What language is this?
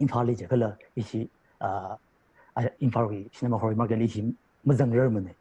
Tangkhul Naga (India)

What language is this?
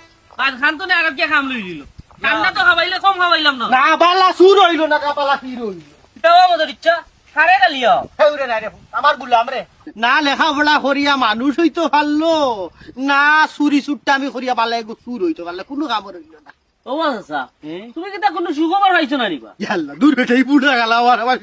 Sylheti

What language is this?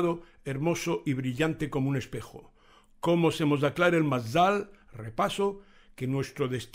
Ladino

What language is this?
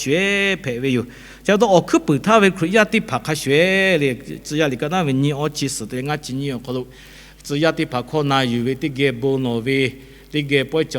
Lahu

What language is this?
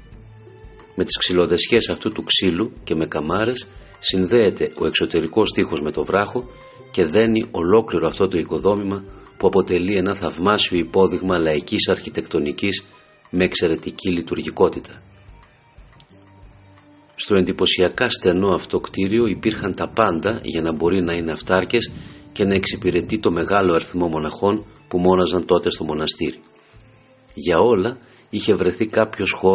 Greek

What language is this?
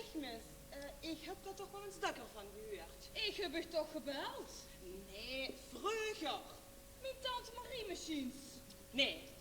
Limburgish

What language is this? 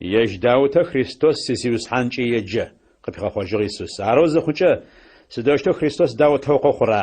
Adyghe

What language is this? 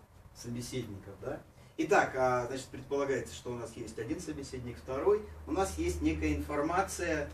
Russian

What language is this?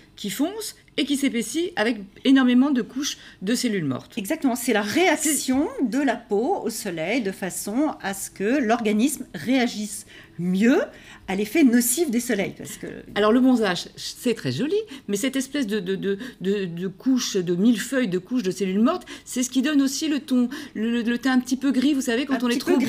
French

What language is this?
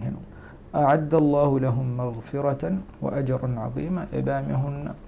Divehi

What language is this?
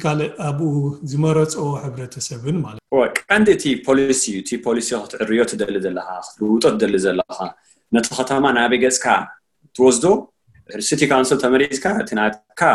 Tigrinya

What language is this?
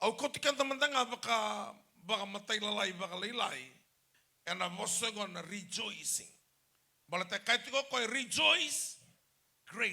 Fijian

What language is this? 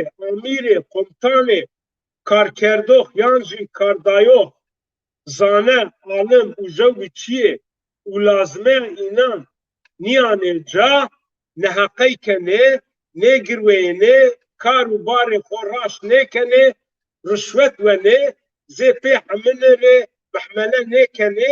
Zaza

